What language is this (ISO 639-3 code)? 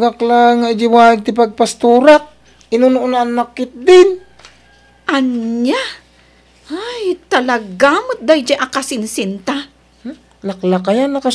ilo